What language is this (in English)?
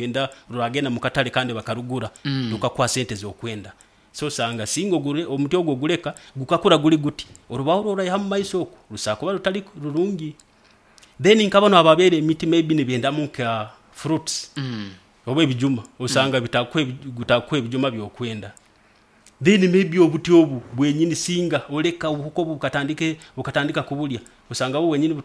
Nyoro